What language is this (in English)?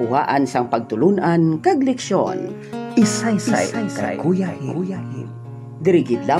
Hiligaynon